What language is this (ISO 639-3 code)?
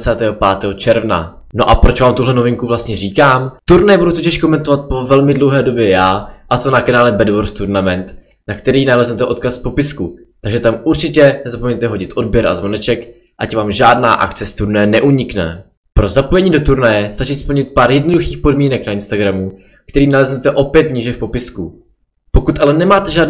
ces